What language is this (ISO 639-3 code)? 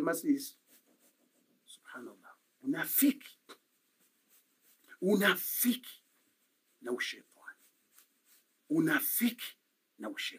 swa